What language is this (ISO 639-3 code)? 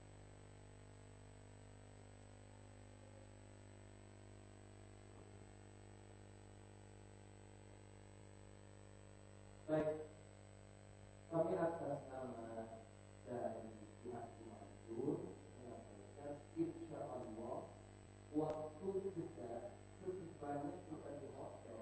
ind